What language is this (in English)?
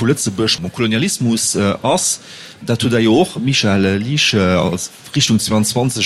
Luxembourgish